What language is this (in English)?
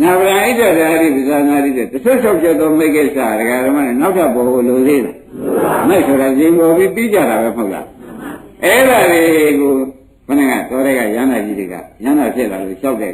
Burmese